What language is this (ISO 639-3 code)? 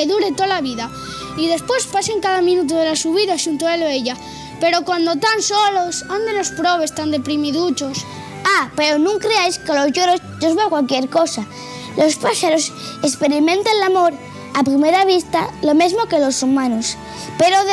ast